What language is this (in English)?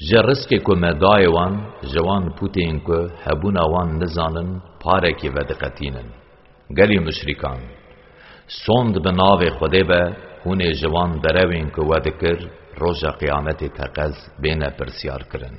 Kurdish